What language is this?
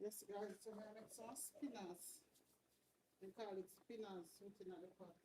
Jamaican Creole English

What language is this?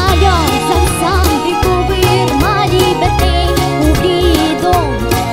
Crimean Tatar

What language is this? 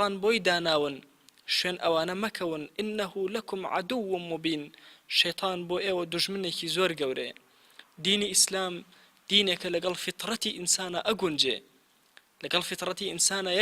Central Kurdish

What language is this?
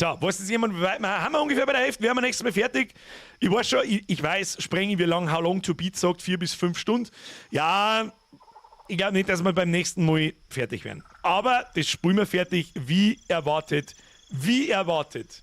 Bavarian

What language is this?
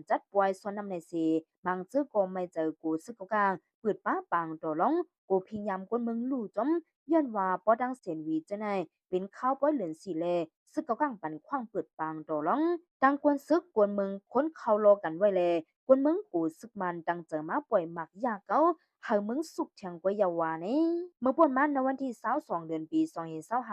Shan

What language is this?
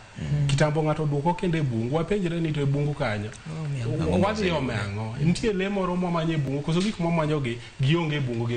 Luo (Kenya and Tanzania)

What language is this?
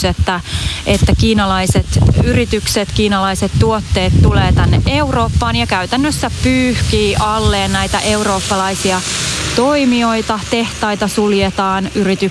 Finnish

